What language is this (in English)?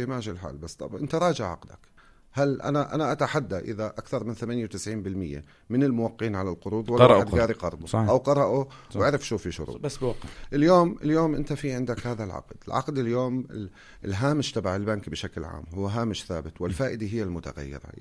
North Levantine Arabic